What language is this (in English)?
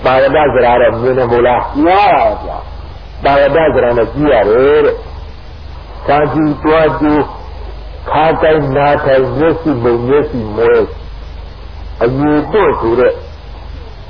Burmese